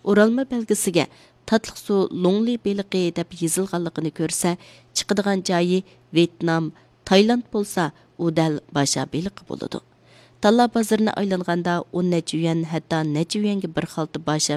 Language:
Uyghur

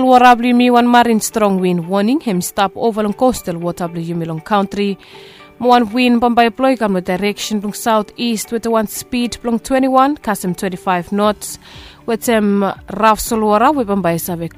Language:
Bislama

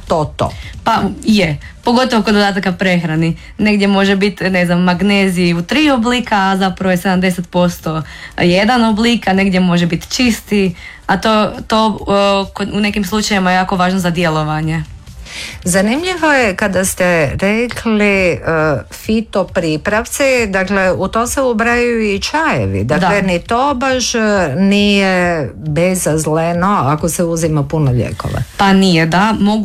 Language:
Croatian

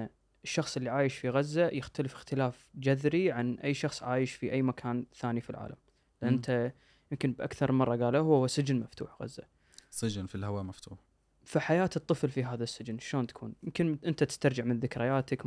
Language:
Gulf Arabic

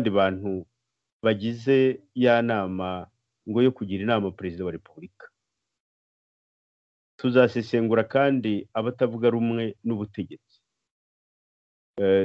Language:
Kinyarwanda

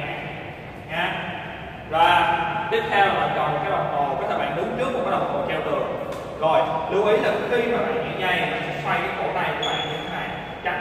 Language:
Vietnamese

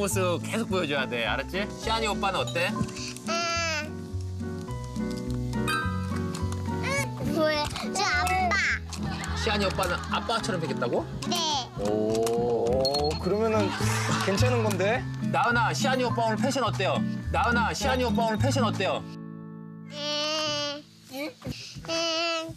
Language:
Korean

